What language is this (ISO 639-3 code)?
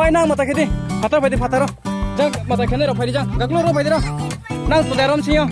ria